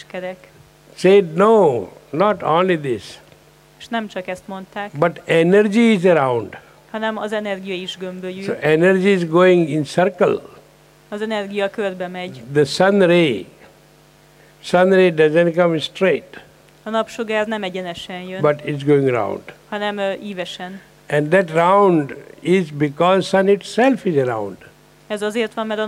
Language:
Hungarian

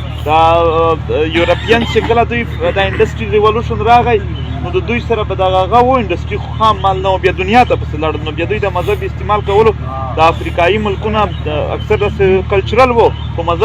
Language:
Pashto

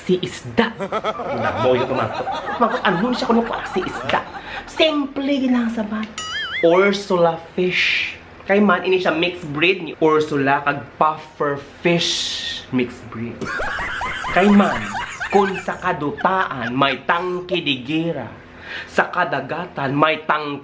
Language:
Hiligaynon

